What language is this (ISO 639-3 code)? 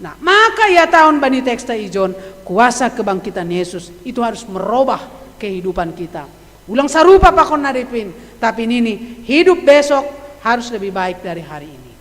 bts